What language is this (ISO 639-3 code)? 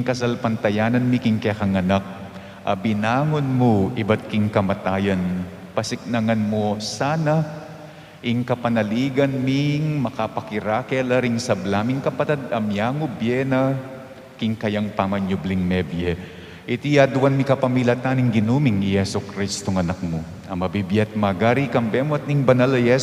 pam